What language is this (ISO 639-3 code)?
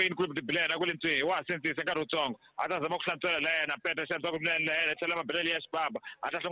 tso